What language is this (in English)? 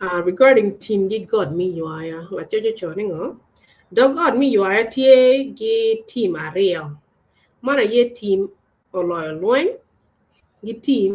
Acoli